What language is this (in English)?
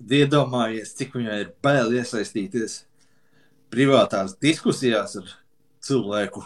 Latvian